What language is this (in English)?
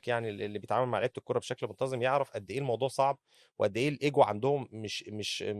Egyptian Arabic